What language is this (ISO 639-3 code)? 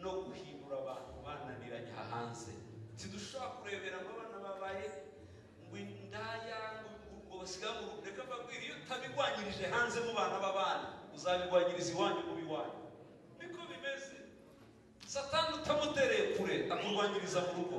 kin